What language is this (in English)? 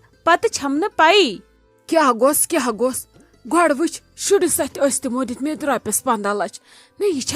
Kashmiri